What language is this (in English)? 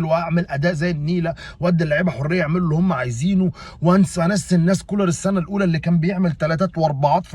Egyptian Arabic